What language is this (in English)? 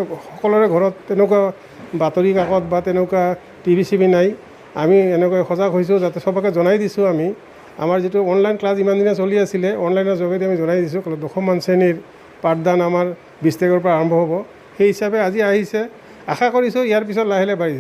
Assamese